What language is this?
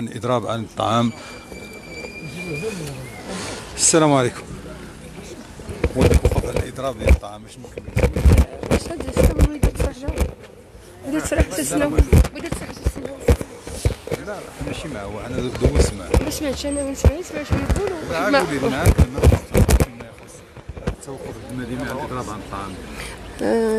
Moroccan Arabic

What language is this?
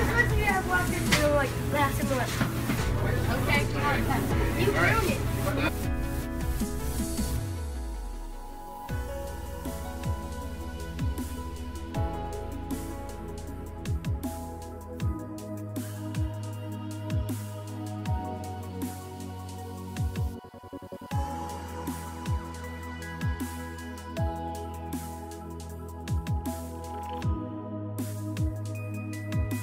English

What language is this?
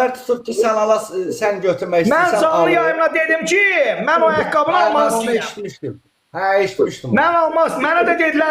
Azerbaijani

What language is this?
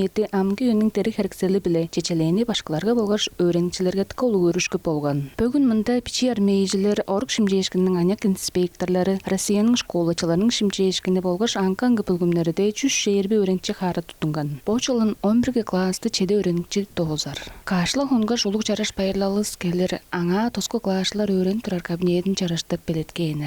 Tuvinian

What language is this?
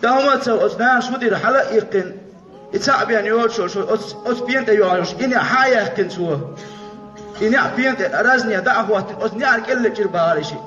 Chechen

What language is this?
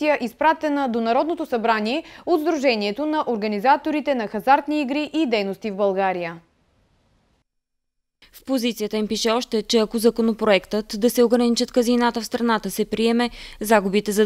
Bulgarian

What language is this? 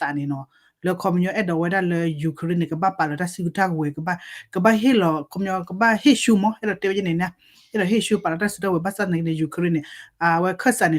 S'gaw Karen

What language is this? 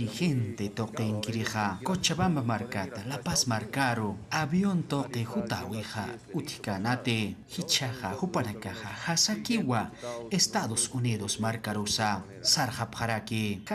Aymara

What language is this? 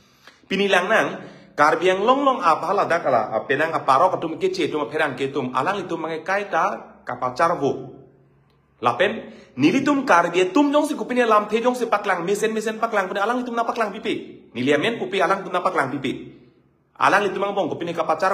Karbi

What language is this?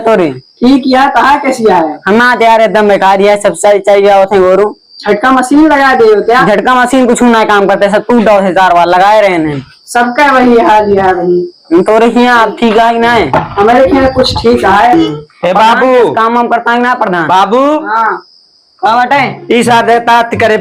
Awadhi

